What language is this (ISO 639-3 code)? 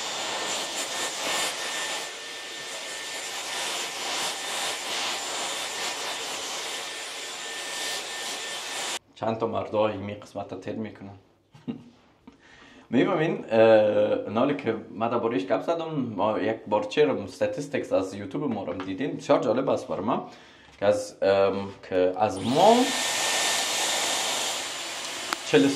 fas